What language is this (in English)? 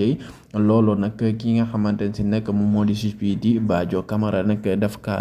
Wolof